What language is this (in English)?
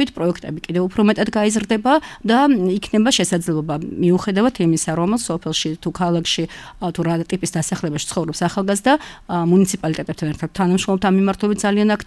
Georgian